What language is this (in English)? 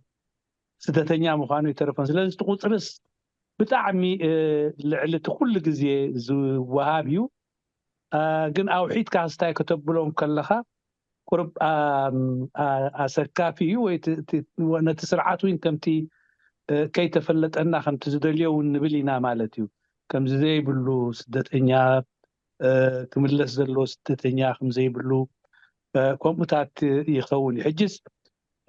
Tigrinya